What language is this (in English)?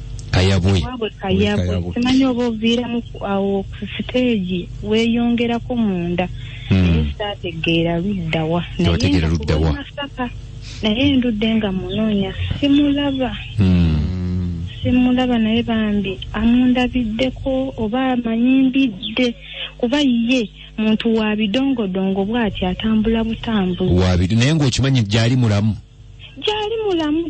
Ganda